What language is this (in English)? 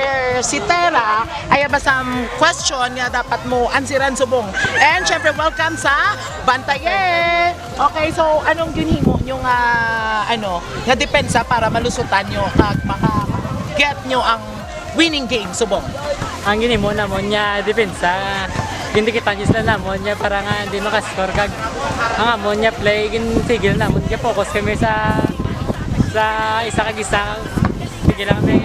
Hiligaynon